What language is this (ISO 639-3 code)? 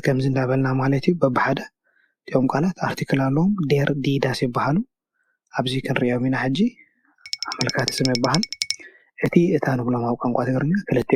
tir